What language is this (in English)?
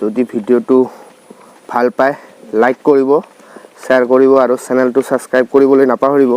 Assamese